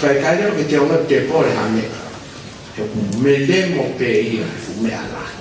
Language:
Tongan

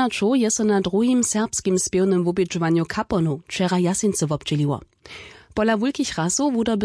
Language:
Upper Sorbian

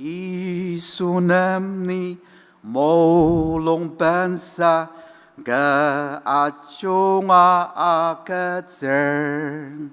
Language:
Ao Naga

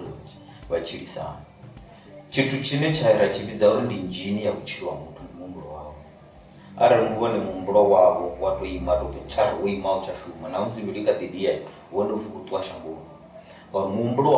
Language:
Venda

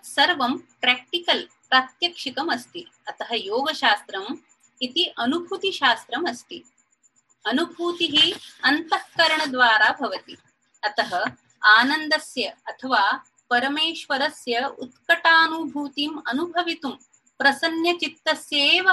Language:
Sanskrit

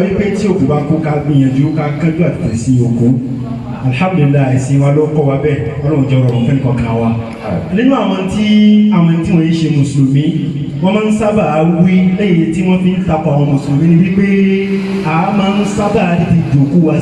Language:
Yoruba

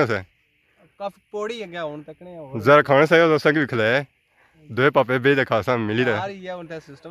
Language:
Pahari-Potwari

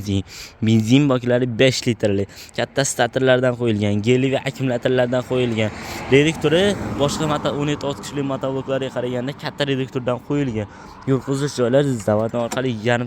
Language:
Uzbek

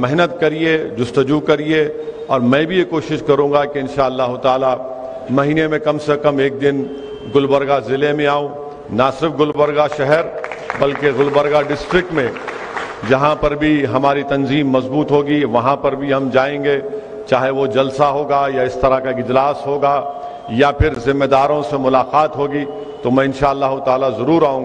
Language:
Urdu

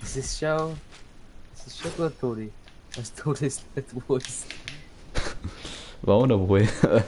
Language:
Bavarian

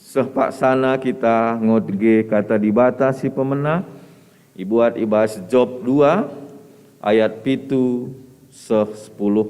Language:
Batak Karo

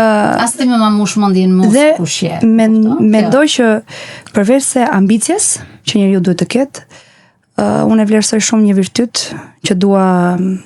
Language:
Albanian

